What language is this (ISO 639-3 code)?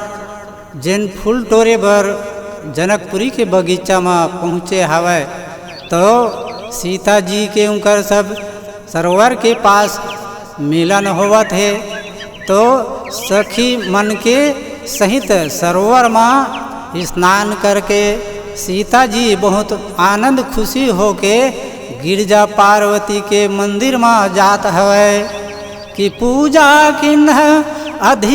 hne